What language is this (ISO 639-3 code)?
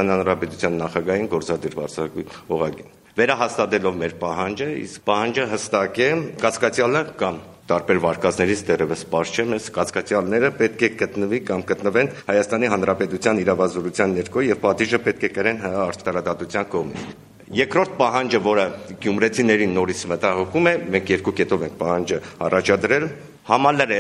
hye